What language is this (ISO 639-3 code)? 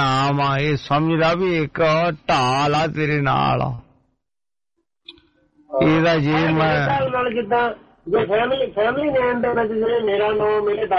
pan